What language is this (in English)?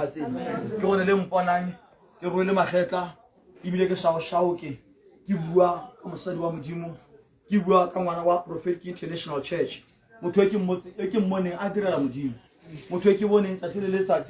Tswana